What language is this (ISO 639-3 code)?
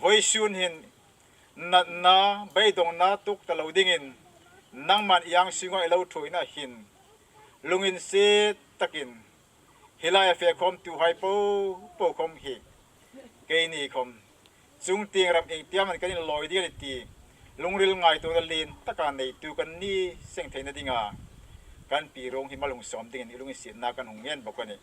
hmr